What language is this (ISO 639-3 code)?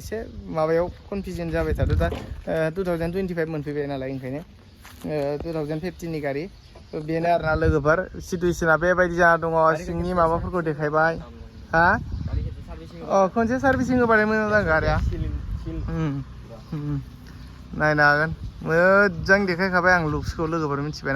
brx